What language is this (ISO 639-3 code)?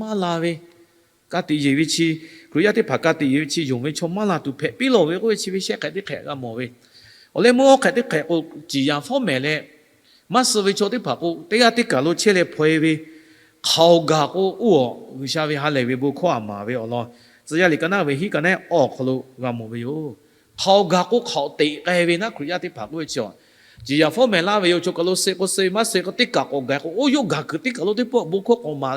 lhu